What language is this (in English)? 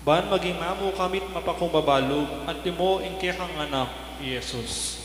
Pampanga